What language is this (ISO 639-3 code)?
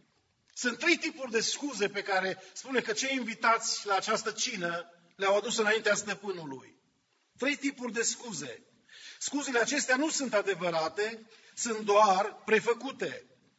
ron